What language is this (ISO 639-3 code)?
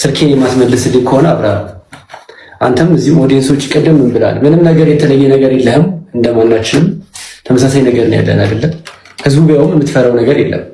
amh